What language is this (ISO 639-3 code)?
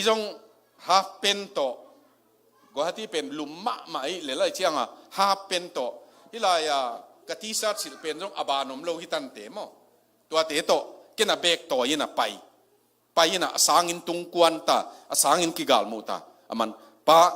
ctd